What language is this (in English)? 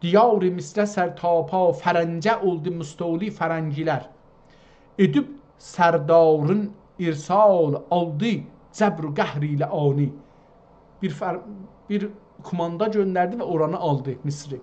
South Azerbaijani